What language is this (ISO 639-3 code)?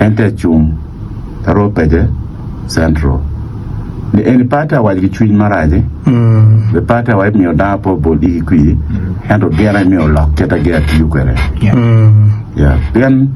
ach